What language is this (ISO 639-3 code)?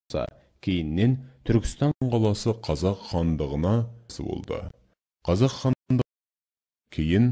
kaz